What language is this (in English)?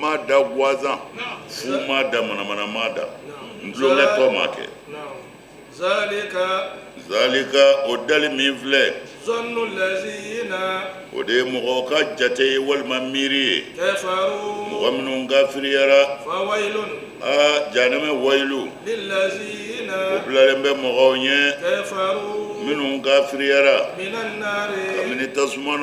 Bambara